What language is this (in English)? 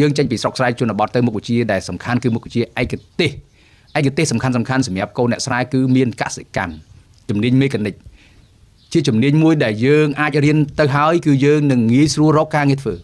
Khmer